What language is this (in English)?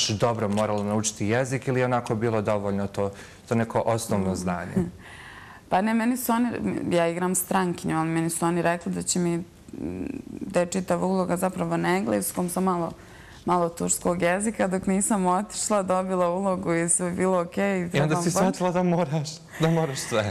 Bosnian